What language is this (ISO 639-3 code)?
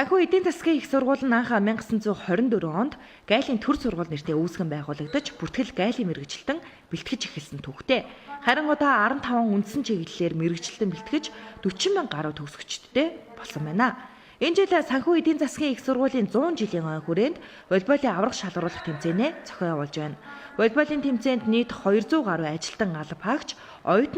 mon